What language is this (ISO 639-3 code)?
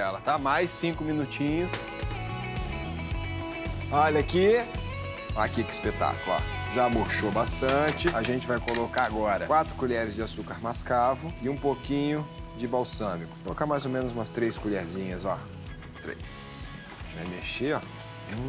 por